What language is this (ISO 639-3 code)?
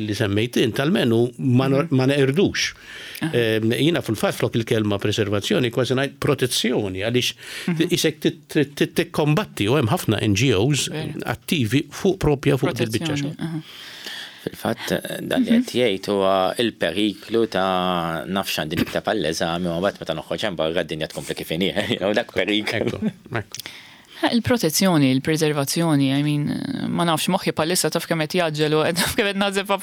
mlt